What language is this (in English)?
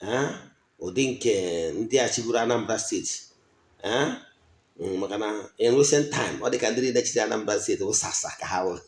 Igbo